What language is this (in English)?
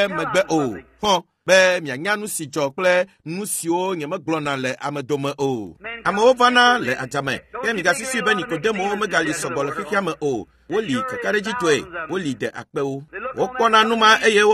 Ewe